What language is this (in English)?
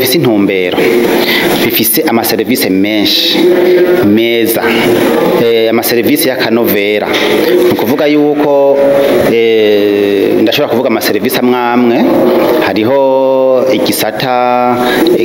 Rundi